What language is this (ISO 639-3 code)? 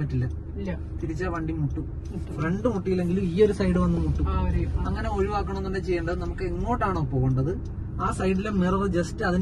mal